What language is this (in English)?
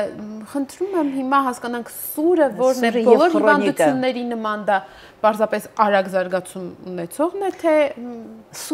Armenian